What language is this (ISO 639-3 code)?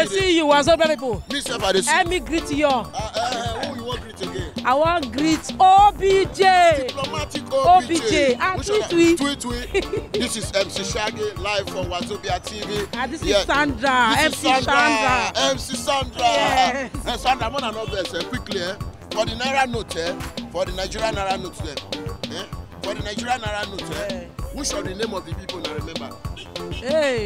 pcm